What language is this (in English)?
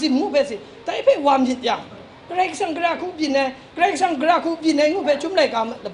Kachin